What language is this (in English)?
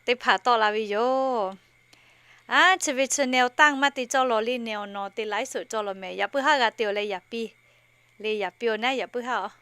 Lahu